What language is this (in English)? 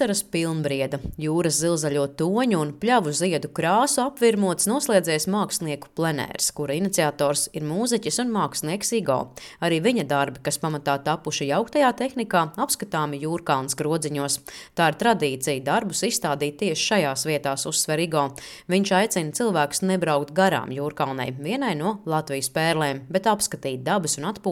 Latvian